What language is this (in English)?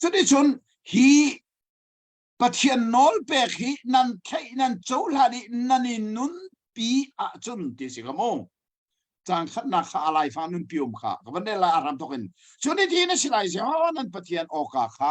Hakha Chin